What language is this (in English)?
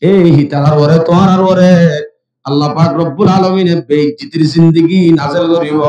Rohingya